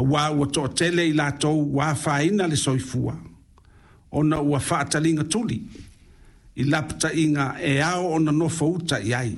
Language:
Samoan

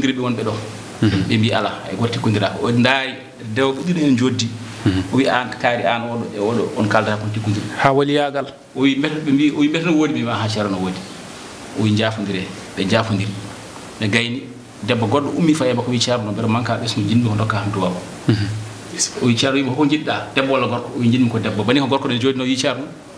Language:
Fula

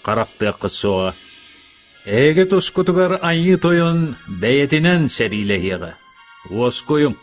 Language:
Yakut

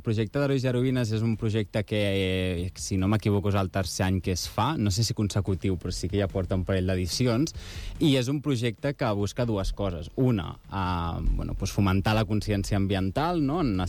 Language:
Catalan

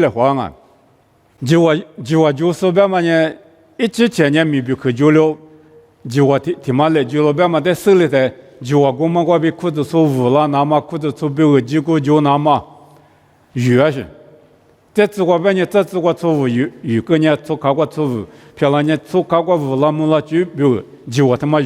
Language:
Lisu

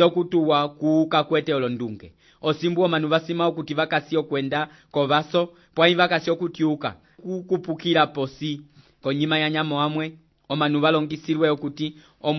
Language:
Umbundu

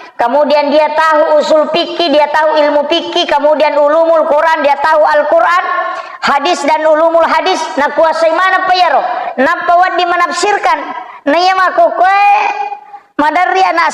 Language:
Buginese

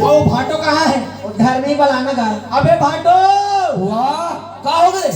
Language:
Chhattisgarhi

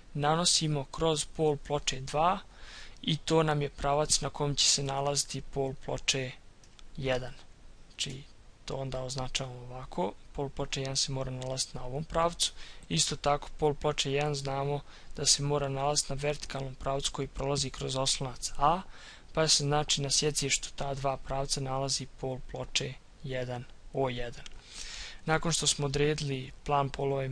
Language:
Croatian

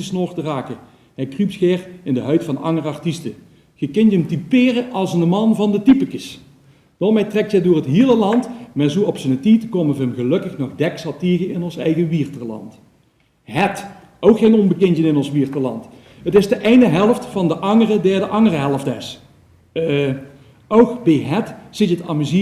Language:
Limburgish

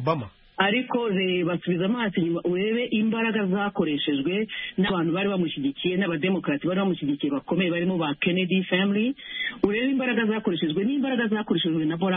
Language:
Kinyarwanda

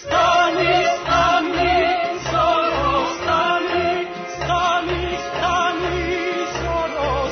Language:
Serbian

